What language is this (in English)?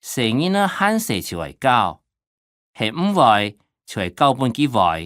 Hakka Chinese